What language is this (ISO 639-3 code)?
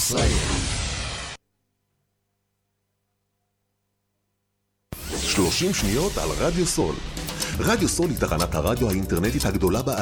heb